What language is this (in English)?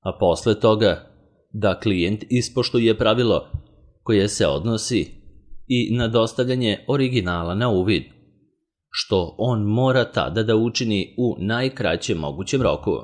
Serbian